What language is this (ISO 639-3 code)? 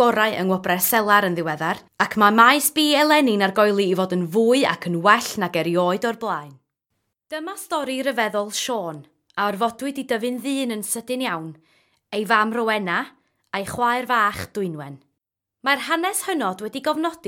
cym